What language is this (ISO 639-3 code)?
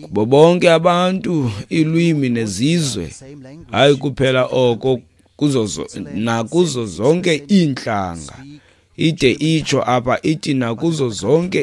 xho